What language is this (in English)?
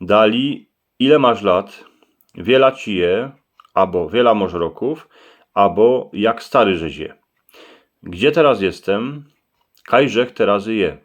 Silesian